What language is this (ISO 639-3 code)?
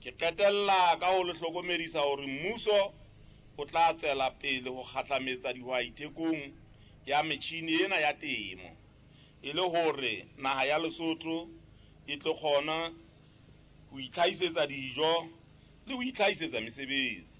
sot